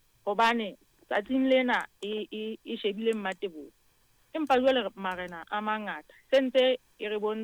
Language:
Southern Sotho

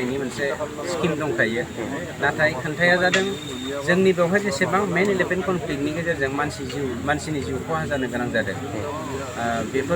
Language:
Bodo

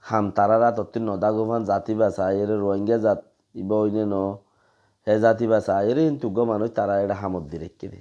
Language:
Rohingya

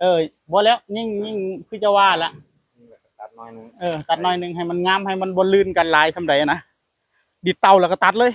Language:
Northeastern Thai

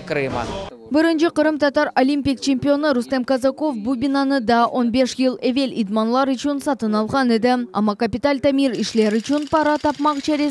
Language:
Crimean Tatar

